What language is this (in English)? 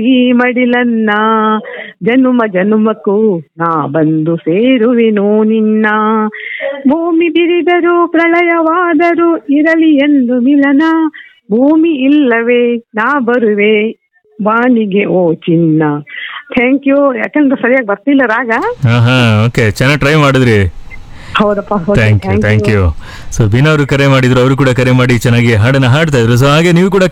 Kannada